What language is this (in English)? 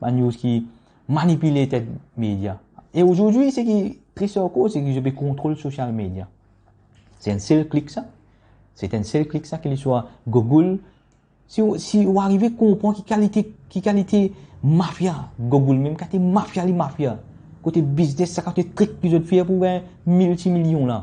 Morisyen